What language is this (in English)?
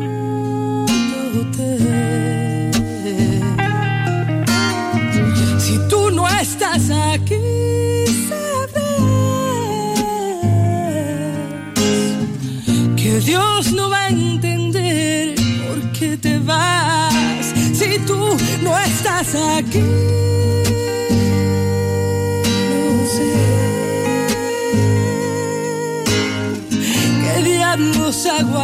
Spanish